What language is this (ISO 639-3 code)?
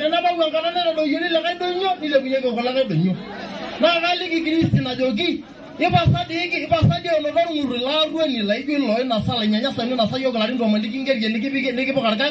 mas